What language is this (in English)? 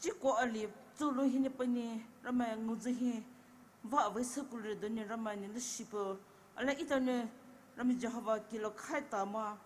Poumei Naga